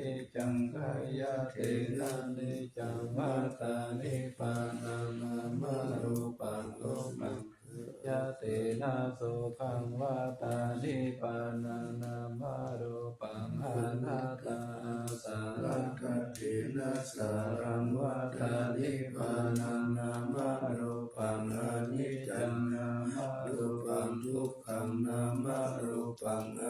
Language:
Pali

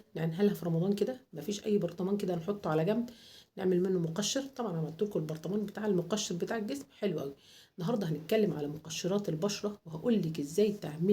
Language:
Egyptian Arabic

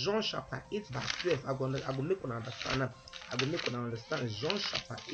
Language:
Nigerian Pidgin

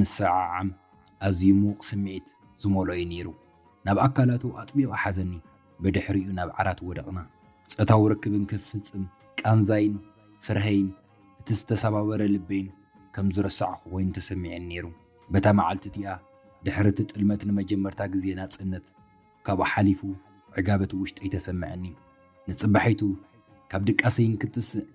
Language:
Tigrinya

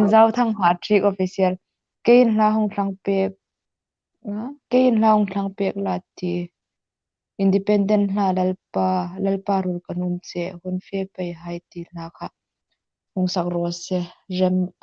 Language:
Hmar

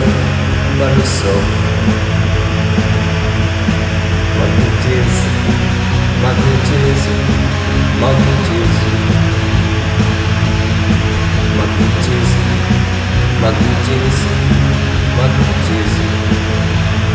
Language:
Russian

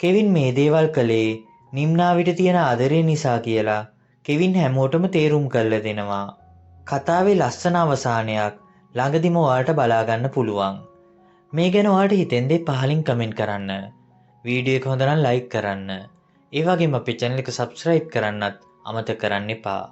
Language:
Sinhala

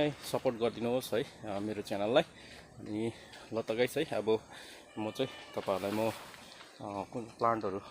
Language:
Nepali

